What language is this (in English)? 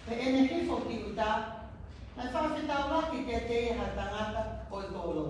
Tongan